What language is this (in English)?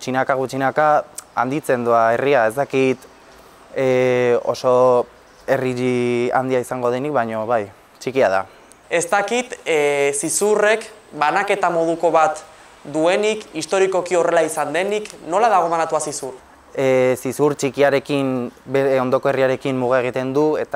Basque